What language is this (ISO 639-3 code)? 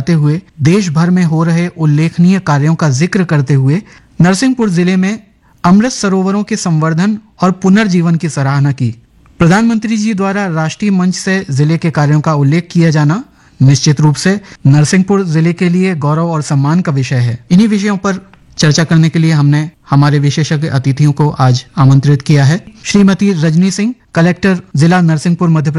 hin